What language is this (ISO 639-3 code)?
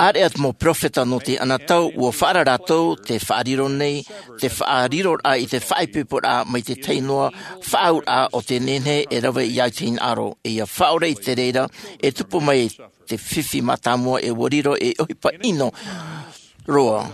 tah